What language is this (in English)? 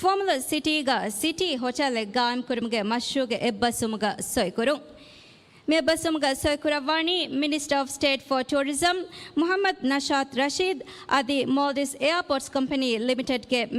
Divehi